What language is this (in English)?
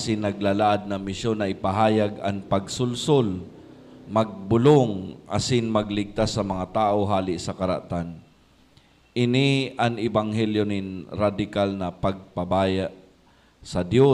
Bikol